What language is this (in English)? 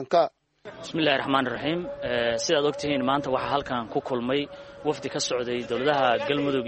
Somali